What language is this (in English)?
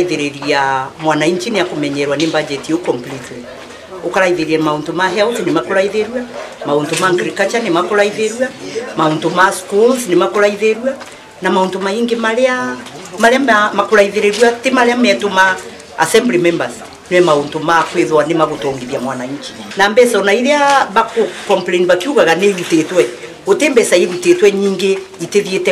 Meru